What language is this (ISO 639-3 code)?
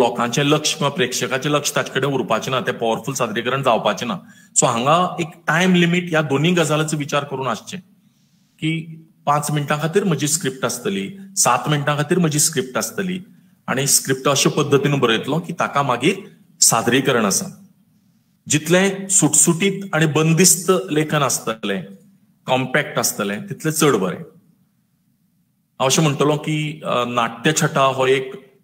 kok